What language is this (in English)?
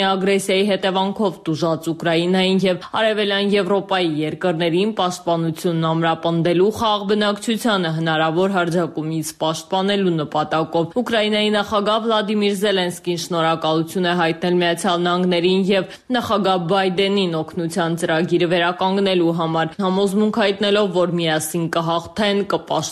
Armenian